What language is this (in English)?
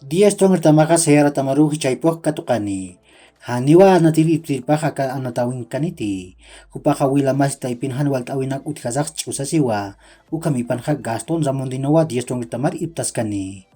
Aymara